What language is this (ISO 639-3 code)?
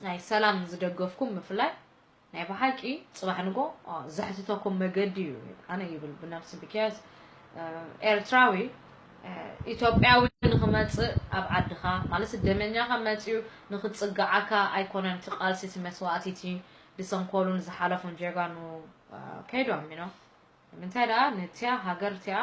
tir